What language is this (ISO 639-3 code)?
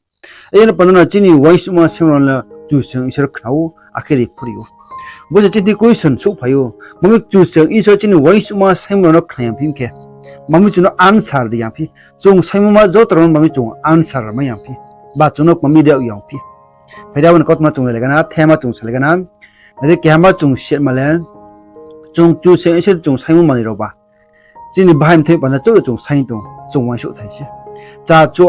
ria